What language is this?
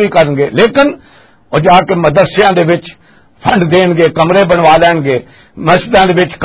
Western Panjabi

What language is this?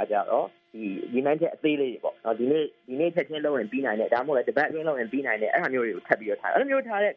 Burmese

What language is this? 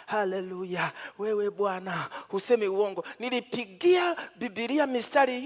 Swahili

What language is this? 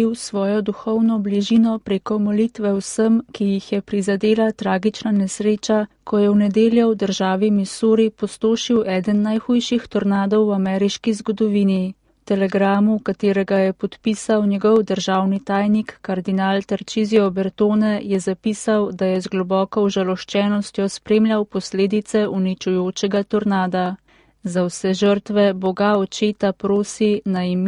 Slovenian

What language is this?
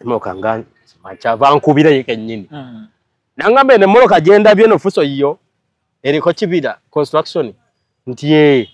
Ganda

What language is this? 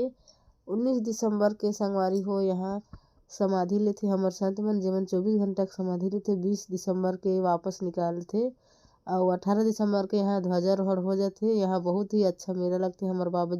Chhattisgarhi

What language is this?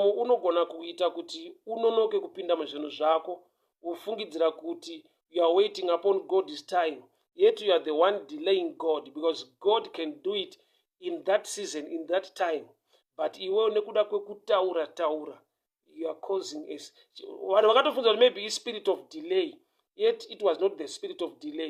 Shona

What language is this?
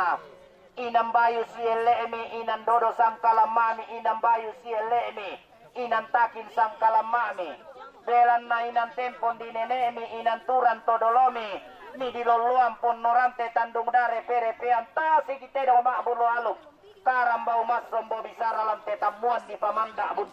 Toraja-Sa'dan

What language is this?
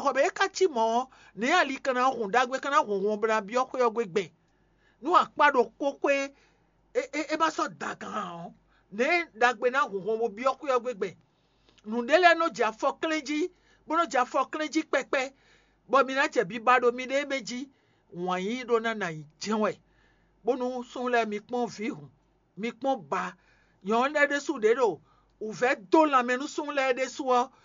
Fon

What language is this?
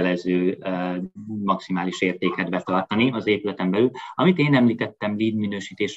Hungarian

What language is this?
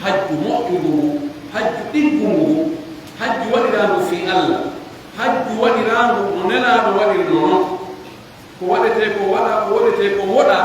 Pular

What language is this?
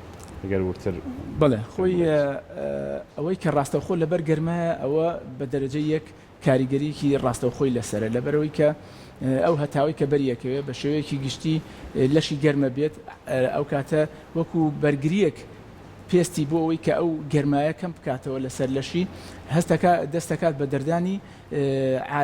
Central Kurdish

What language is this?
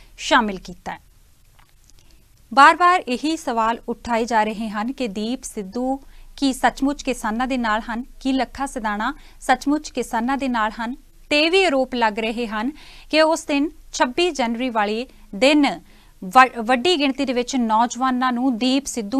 Punjabi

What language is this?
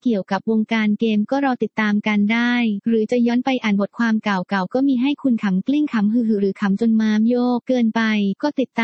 Thai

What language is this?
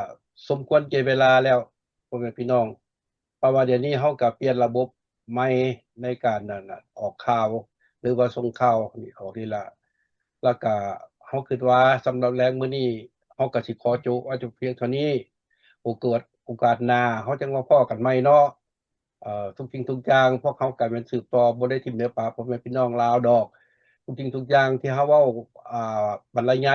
Lao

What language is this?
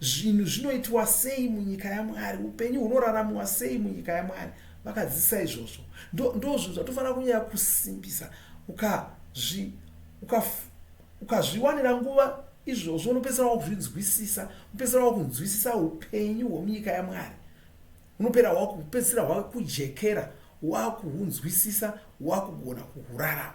Shona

